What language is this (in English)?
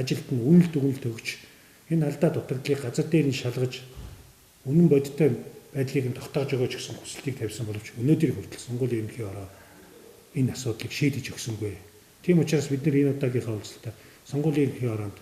Mongolian